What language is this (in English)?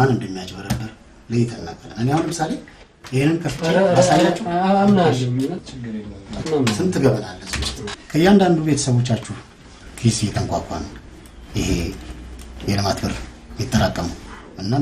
Amharic